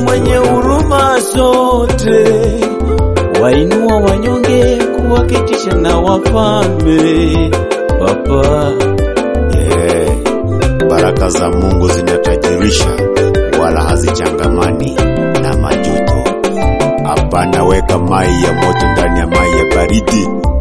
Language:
Swahili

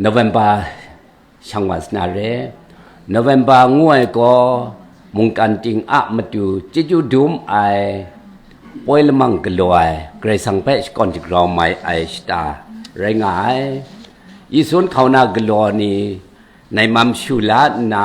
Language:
Kachin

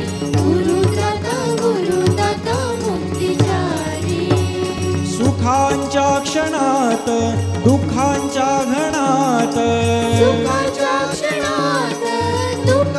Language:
Marathi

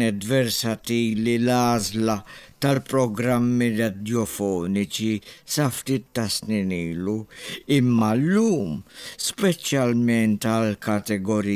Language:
Maltese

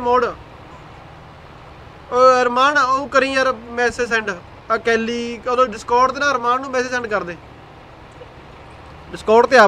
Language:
Punjabi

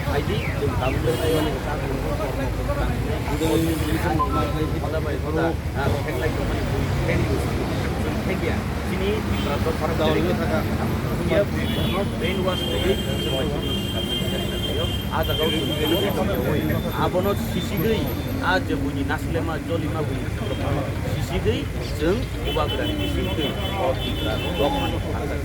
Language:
Kok Borok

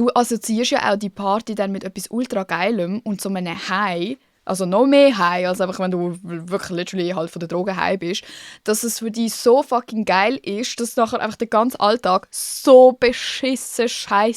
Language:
Swiss German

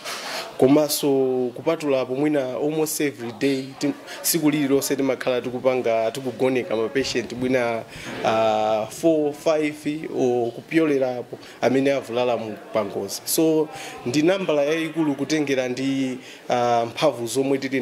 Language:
Nyanja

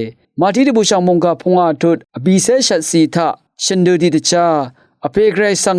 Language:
Rawang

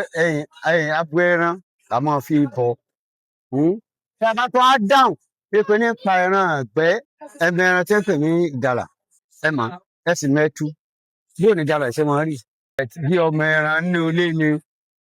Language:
Yoruba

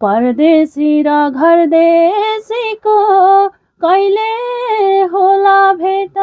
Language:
Nepali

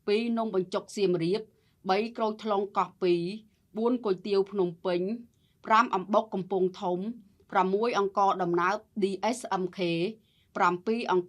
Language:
Khmer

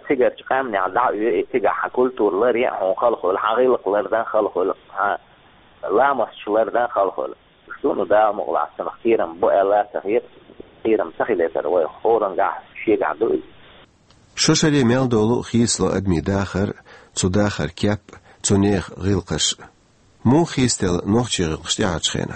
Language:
Chechen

